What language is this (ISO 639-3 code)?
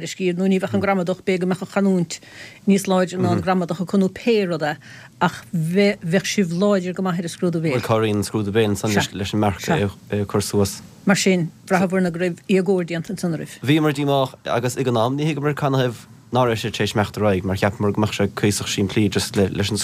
gle